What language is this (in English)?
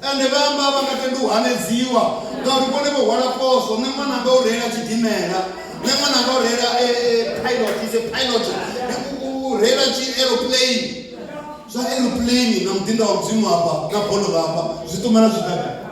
Venda